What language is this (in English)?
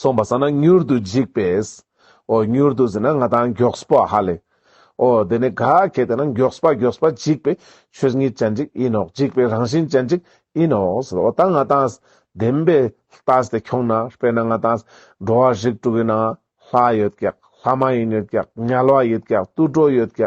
Ladakhi